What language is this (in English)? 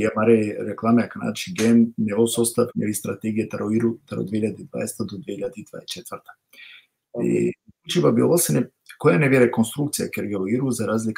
Balkan Romani